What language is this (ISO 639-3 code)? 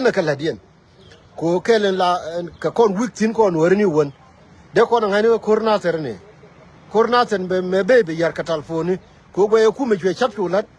nus